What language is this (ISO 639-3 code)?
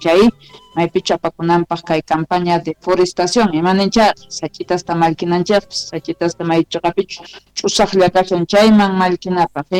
quh